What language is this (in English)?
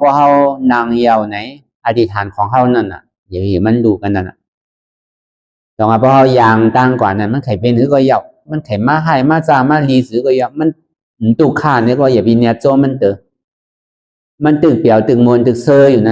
Shan